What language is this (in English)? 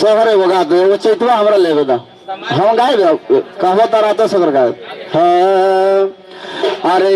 Magahi